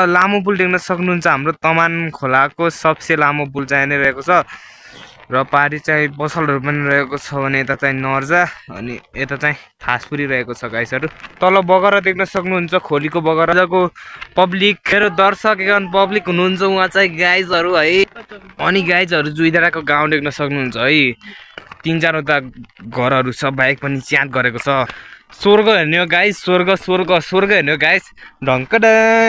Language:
Nepali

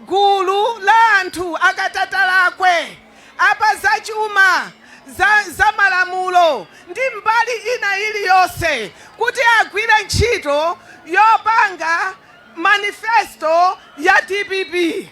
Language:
Nyanja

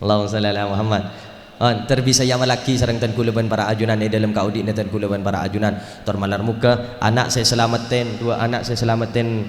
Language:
Madurese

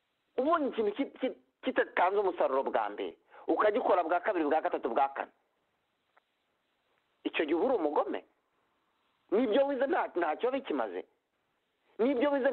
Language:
Kinyarwanda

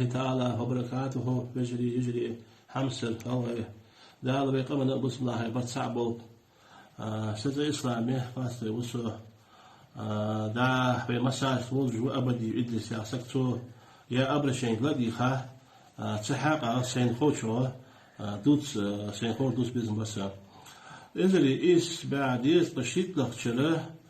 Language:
Ingush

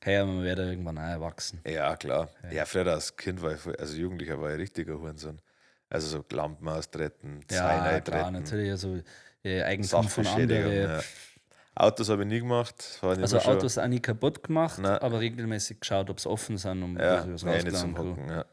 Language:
Bavarian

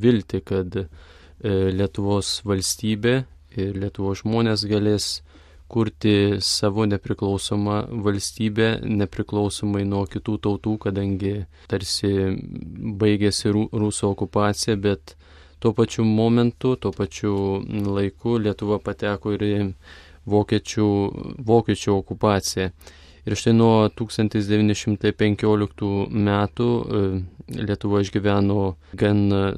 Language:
Lithuanian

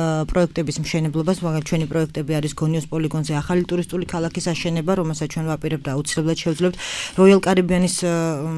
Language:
Georgian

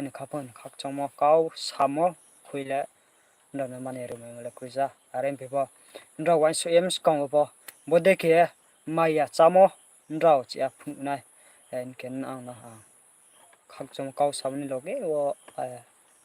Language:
Riang (India)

